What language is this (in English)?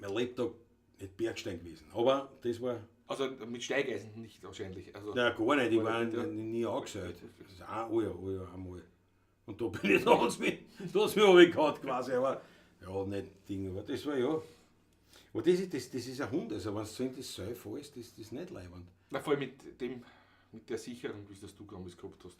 Bavarian